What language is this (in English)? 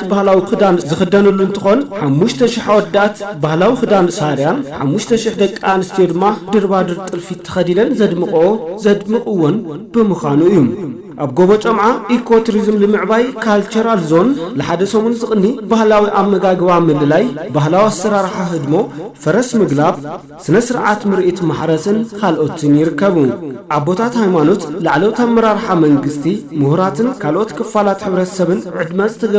Tigrinya